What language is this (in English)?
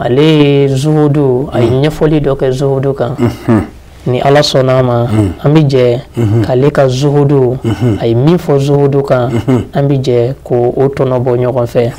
Bambara